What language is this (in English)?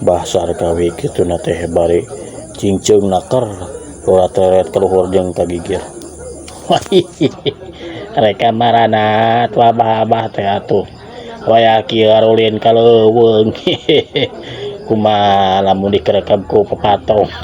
Sundanese